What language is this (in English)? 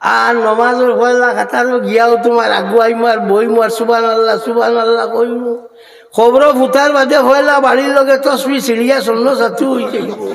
Sylheti